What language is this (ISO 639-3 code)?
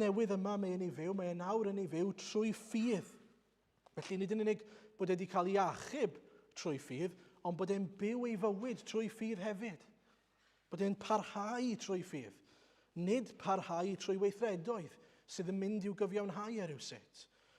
cym